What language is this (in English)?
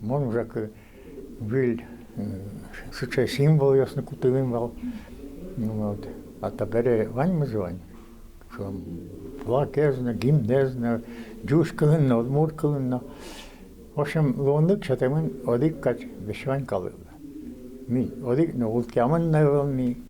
Udmurt